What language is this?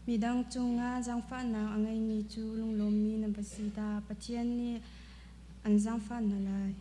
Hakha Chin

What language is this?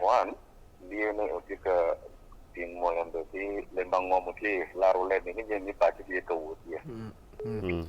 Acoli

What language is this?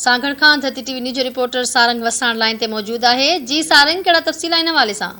Sindhi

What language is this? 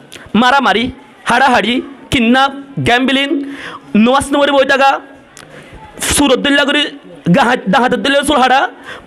Rohingya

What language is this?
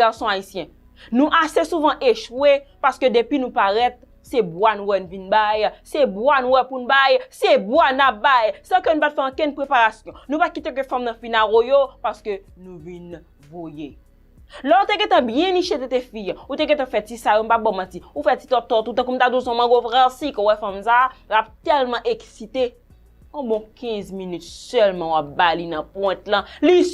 Haitian Creole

